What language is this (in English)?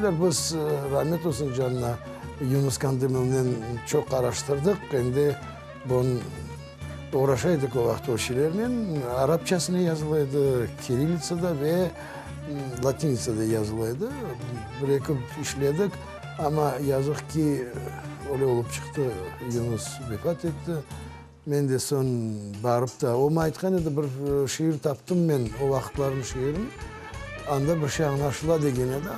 Crimean Tatar